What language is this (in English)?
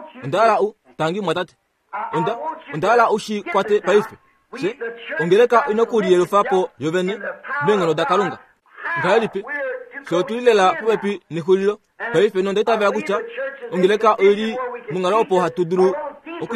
Kuanyama